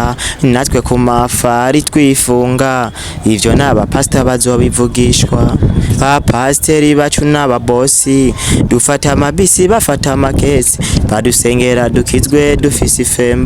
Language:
Rundi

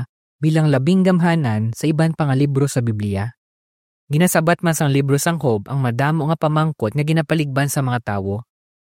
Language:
Hiligaynon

